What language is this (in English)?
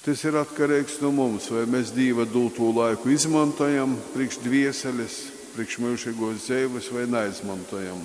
Latgalian